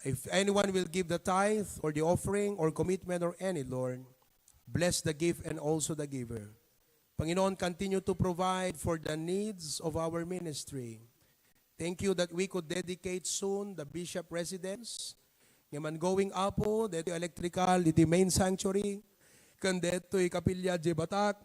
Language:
Iloko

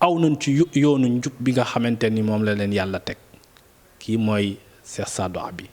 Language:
Wolof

